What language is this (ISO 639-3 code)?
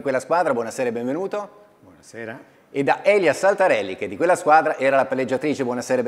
ita